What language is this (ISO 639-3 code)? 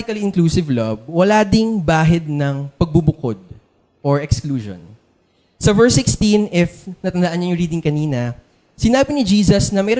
fil